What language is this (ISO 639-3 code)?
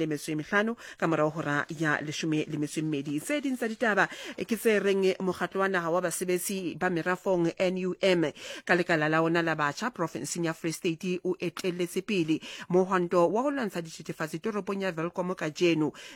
sot